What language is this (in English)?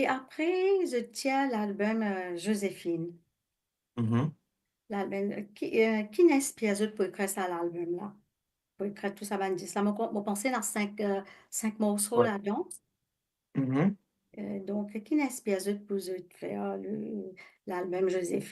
Morisyen